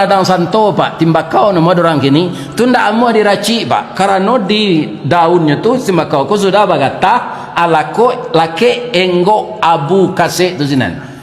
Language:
Minangkabau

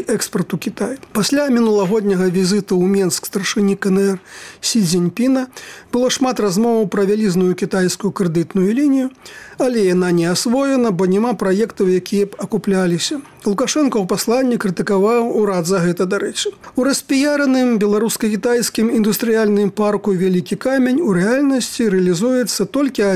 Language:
Belarusian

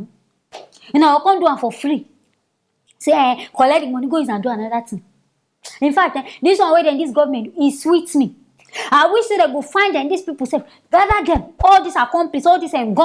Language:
Nigerian Pidgin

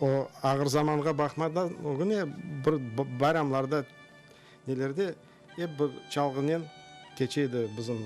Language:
Crimean Tatar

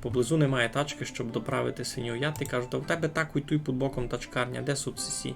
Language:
Rusyn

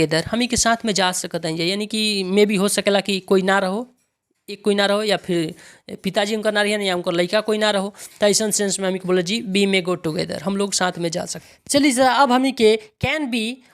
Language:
Bhojpuri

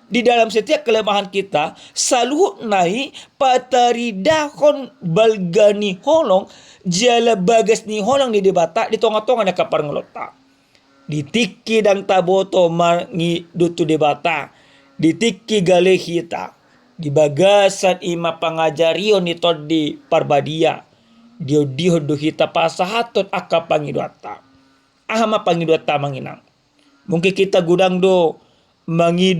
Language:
Batak Toba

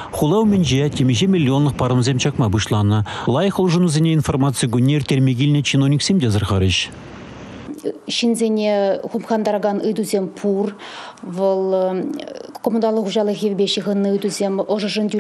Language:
Chuvash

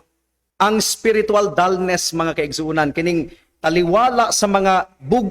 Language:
Cebuano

